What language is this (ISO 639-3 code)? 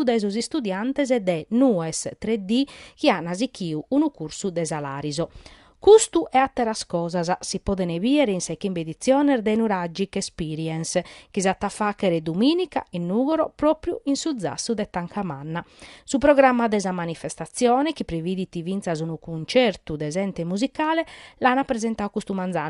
srd